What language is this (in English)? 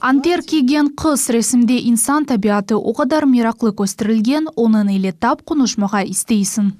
Crimean Tatar